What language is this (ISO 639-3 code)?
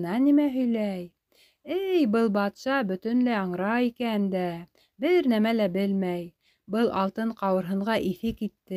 bak